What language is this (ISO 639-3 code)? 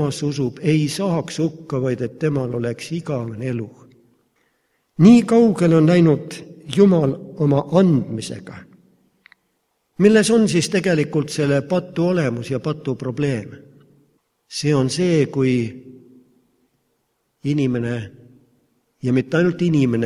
est